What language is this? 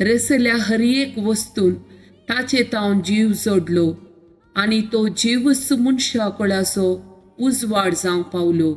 Konkani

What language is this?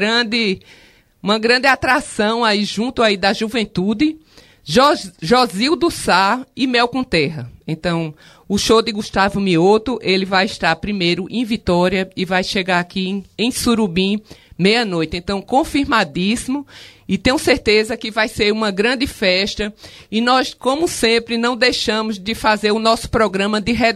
Portuguese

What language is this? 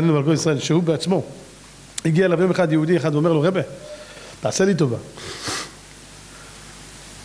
Hebrew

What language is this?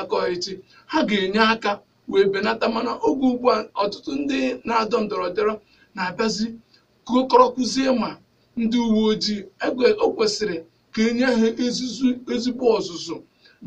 Igbo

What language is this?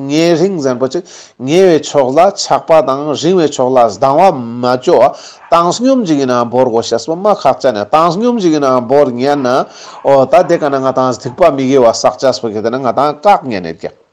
Ladakhi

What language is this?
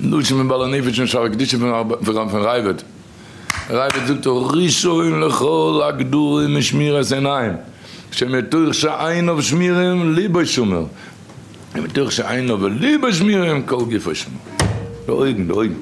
Yiddish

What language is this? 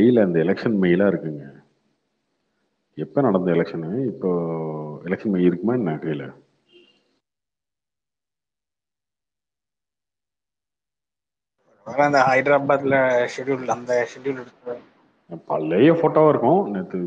Tamil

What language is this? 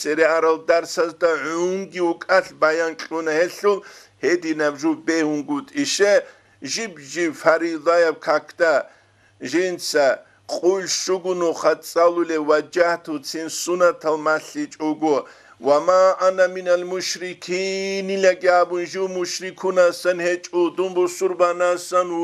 Avaric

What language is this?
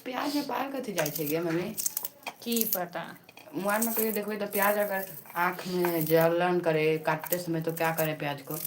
Maithili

